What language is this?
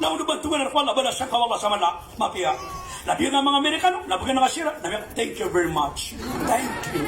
Maranao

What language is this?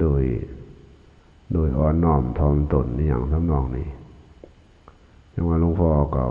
Lao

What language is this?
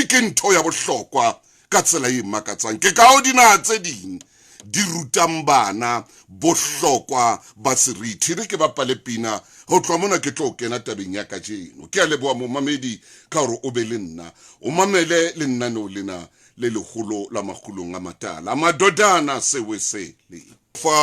Southern Sotho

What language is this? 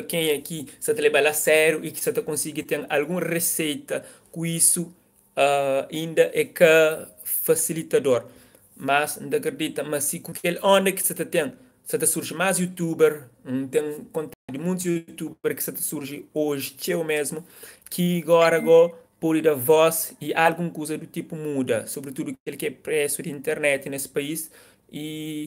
Kabuverdianu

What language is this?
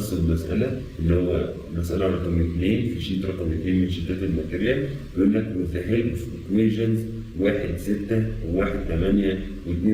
Egyptian Arabic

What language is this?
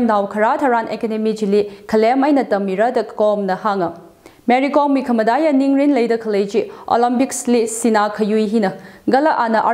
Tangkhul Naga (India)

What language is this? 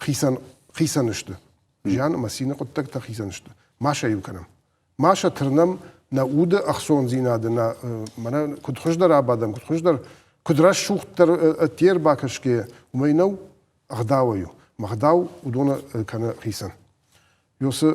Ossetic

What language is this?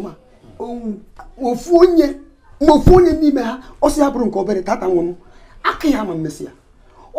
Igbo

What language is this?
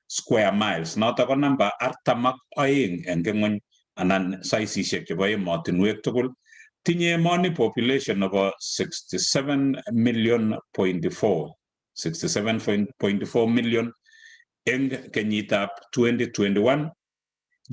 Kalenjin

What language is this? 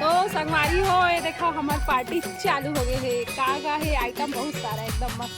Chhattisgarhi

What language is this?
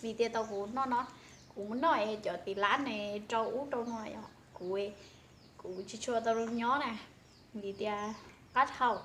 Hmong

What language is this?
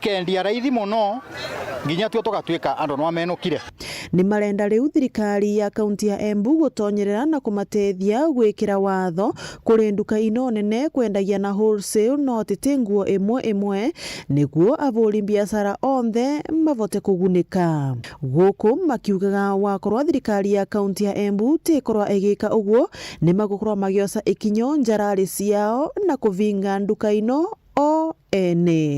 Meru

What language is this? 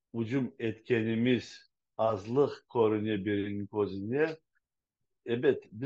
Crimean Tatar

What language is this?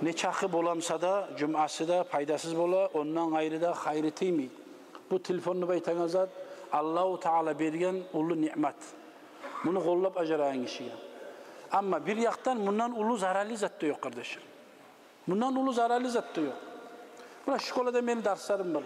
Kumyk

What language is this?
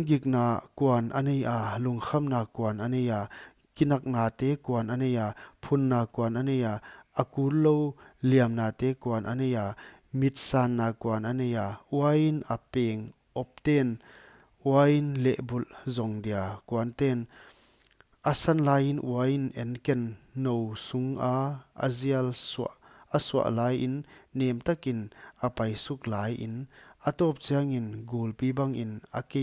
Paite Chin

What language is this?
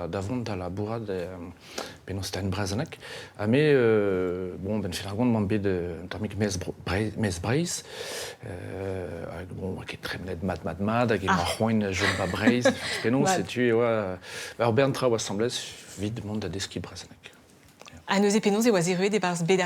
Breton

